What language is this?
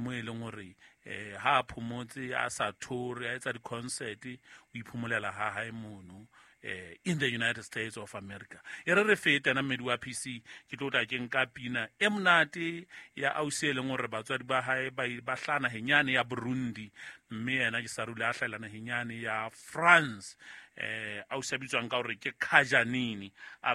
Southern Sotho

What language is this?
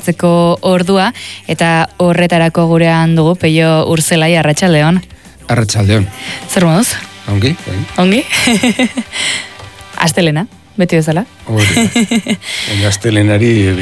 Basque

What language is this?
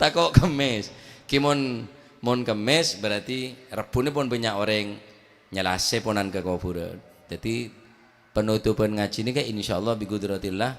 Madurese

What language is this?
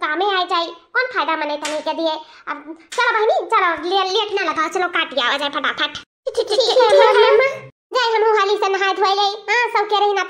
Awadhi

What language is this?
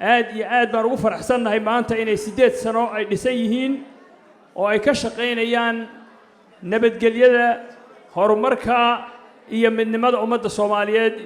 Somali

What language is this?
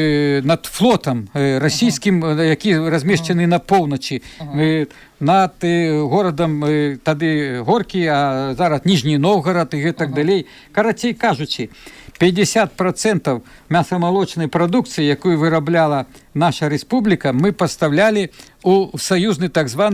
Belarusian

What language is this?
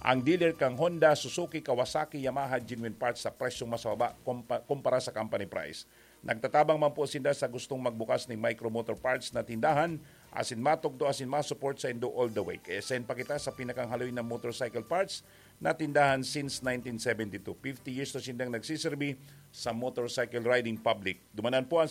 Bikol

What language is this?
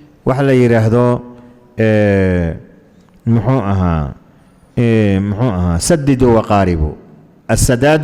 Somali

